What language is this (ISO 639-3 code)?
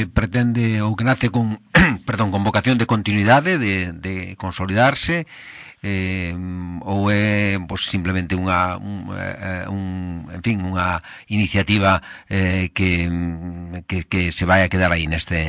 glg